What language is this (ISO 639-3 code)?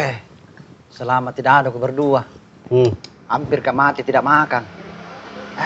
mfp